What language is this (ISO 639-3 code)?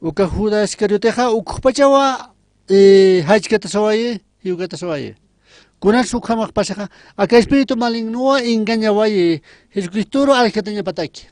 aym